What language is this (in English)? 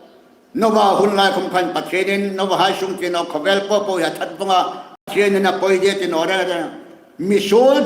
Hmar